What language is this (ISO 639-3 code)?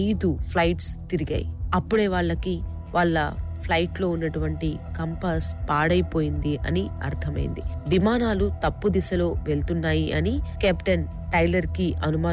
tel